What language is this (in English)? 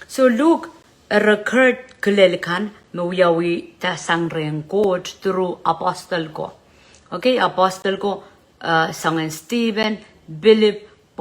Pohnpeian